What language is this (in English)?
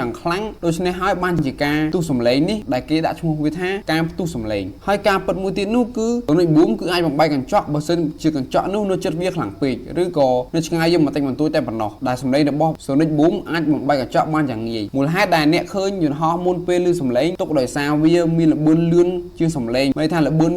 Khmer